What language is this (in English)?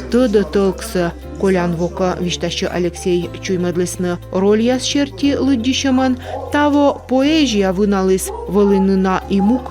Komi